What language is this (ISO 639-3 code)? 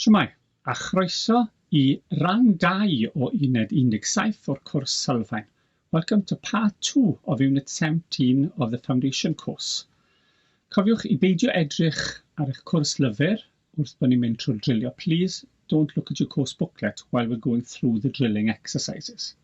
cym